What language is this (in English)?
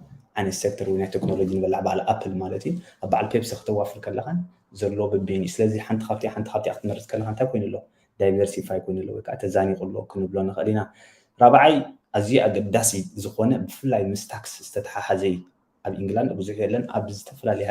Tigrinya